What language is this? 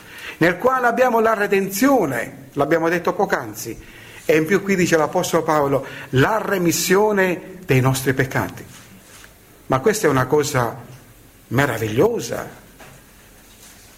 Italian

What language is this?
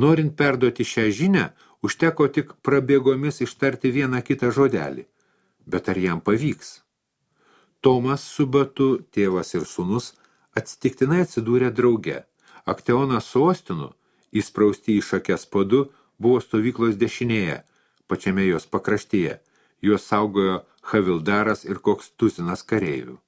Lithuanian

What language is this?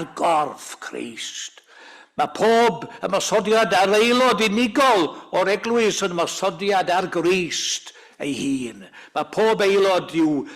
Welsh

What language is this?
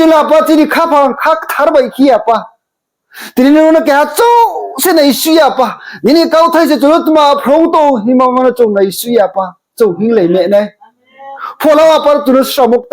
Riang (India)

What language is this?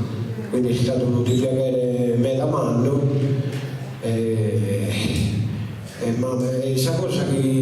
Sardinian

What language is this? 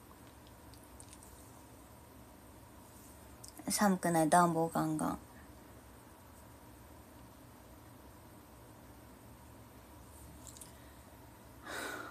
Japanese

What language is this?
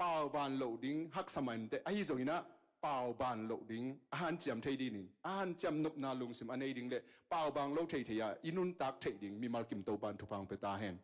Tedim Chin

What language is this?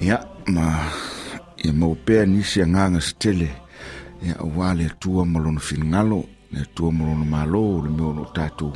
Samoan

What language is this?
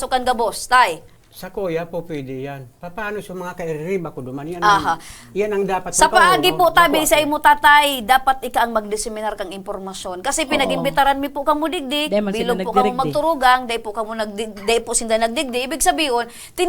Bikol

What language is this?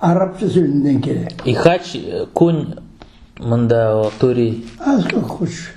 Crimean Tatar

